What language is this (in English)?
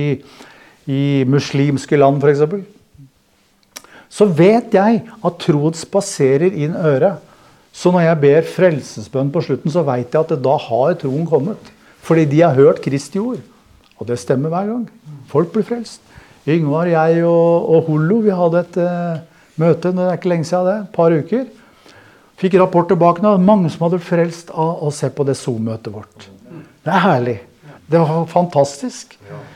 Norwegian